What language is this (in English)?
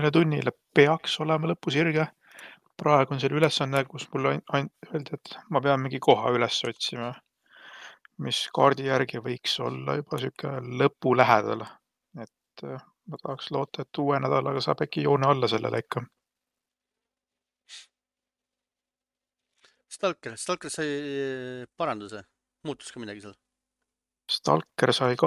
Estonian